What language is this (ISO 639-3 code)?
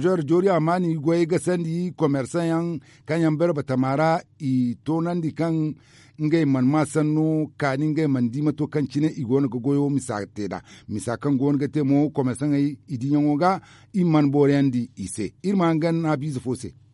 dje